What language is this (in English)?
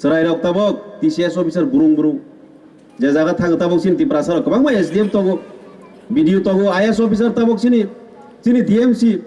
Kok Borok